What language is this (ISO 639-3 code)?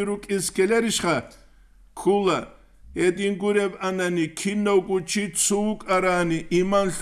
ava